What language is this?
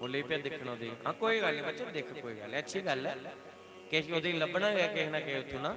Dogri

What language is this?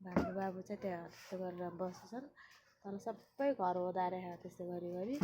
Nepali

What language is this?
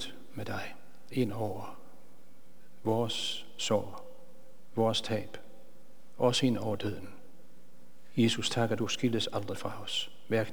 Danish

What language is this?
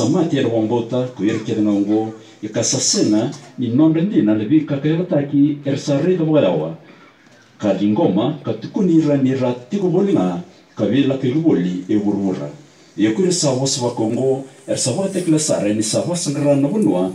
Fijian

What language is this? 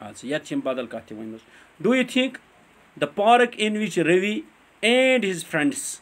Kashmiri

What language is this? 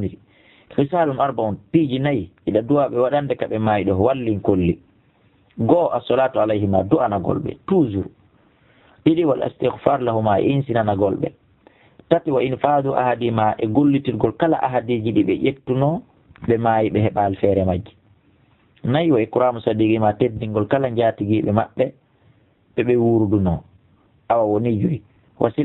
Fula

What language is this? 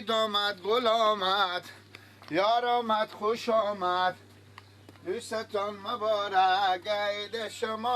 Persian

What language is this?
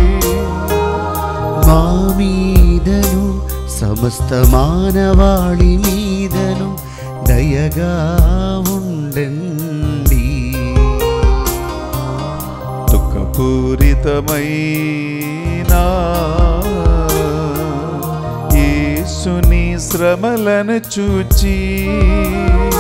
Telugu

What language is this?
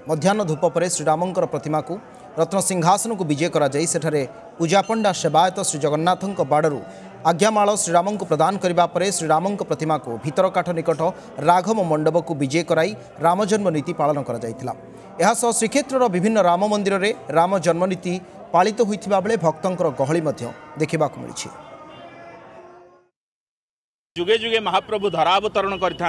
Odia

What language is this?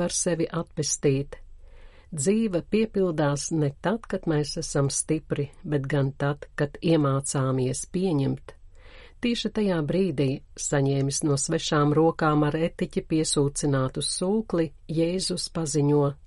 Latvian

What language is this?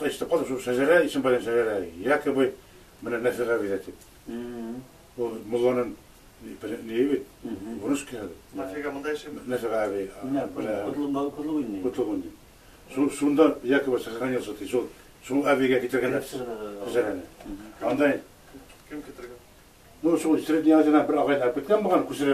Bashkir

